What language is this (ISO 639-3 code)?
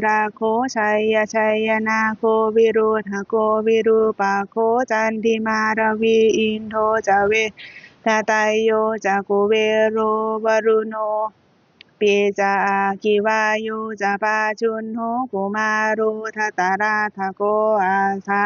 pli